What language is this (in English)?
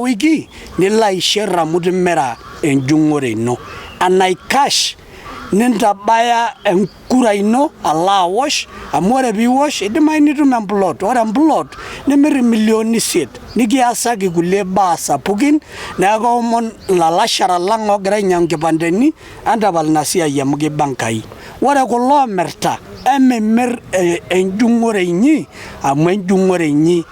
Masai